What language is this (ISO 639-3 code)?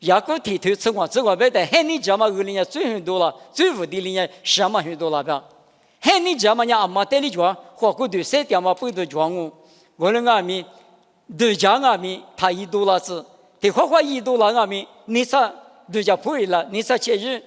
lis